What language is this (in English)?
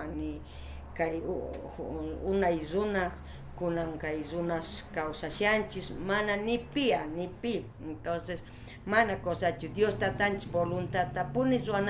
South Bolivian Quechua